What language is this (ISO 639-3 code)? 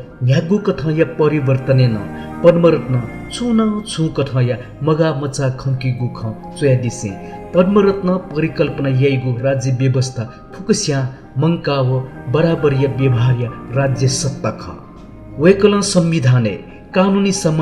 new